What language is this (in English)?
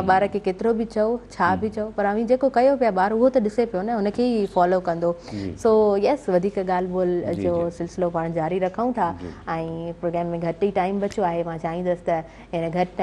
Sindhi